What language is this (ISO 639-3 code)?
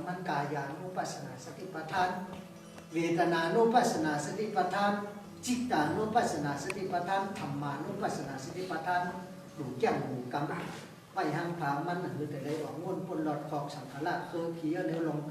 shn